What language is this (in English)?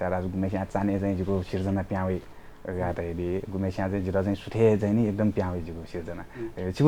Newari